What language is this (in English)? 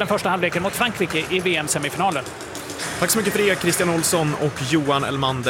Swedish